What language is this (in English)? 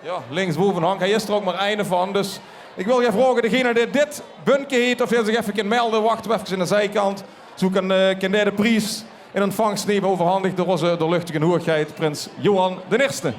Limburgish